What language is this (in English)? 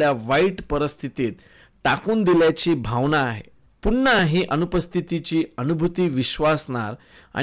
Marathi